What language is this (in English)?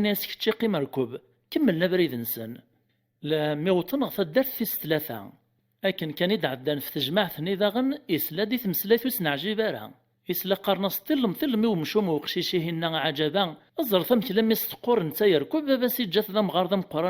Kabyle